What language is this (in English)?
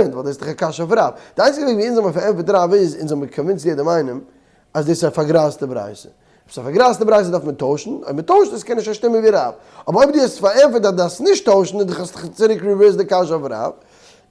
Yiddish